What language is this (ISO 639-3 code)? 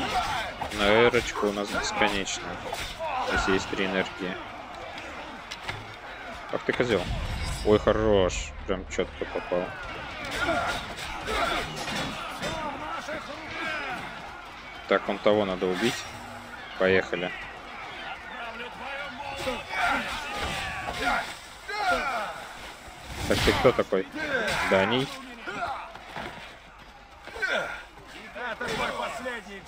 rus